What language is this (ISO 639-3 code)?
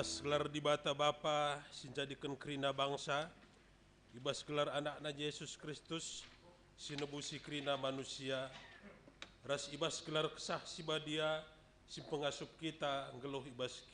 btx